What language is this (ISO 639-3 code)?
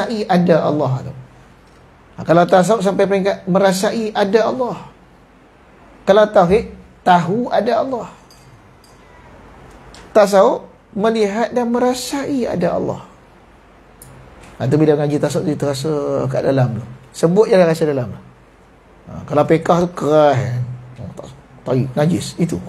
msa